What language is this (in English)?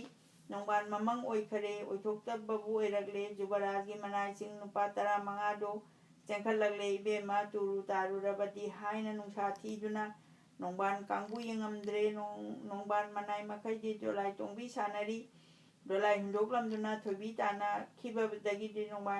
Manipuri